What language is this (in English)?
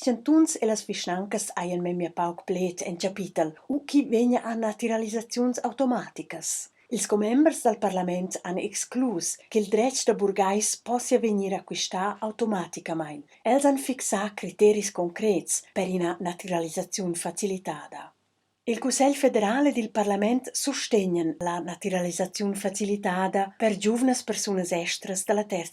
Romansh